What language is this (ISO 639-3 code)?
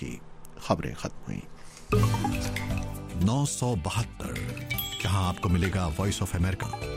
urd